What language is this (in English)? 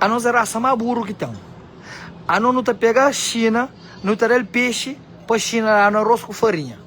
Kabuverdianu